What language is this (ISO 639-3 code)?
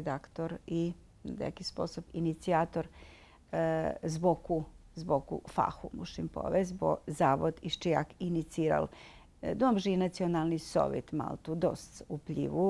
rue